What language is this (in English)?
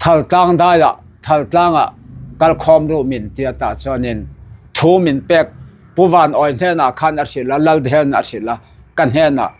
Mizo